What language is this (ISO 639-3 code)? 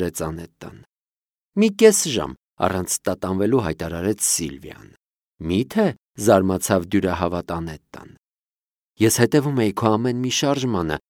hye